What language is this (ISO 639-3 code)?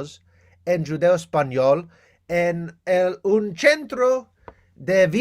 lad